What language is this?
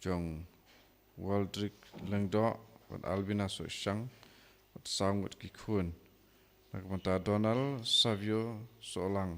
Khasi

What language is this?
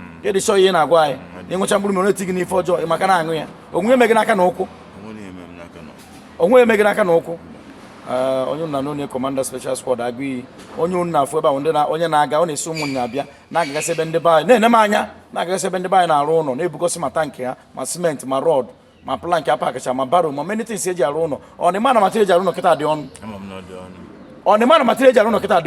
Igbo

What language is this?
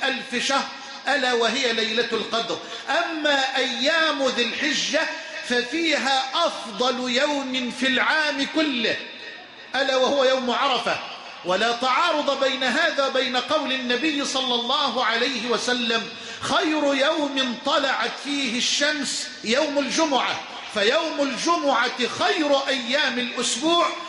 Arabic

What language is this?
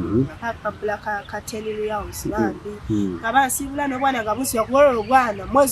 Ganda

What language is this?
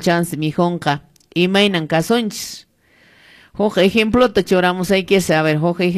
Quechua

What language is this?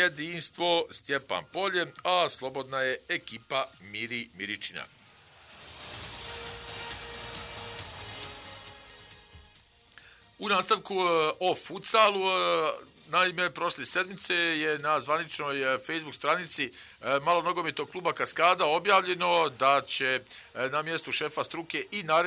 Bosnian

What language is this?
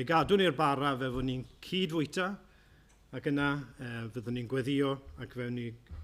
Welsh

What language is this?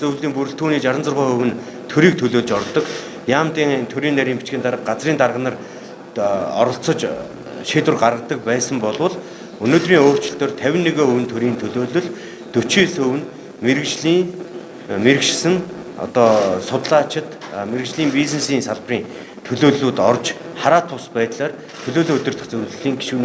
Mongolian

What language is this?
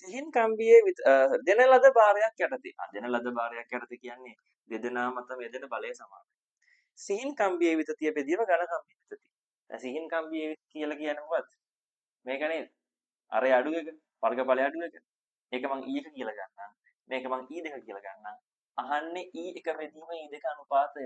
Sinhala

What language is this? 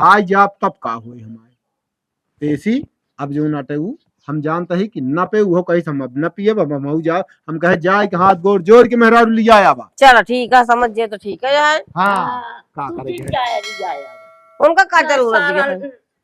Awadhi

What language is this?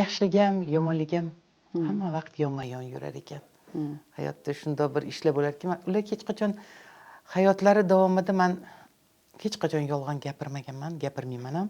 Uzbek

